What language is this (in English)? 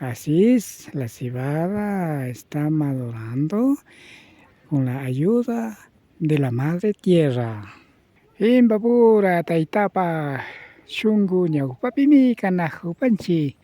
Imbabura Highland Quichua